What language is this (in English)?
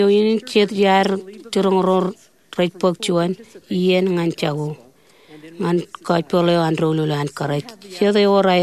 Marshallese